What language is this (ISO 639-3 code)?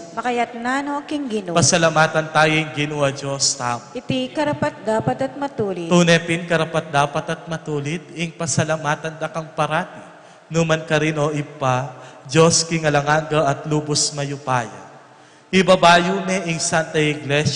pam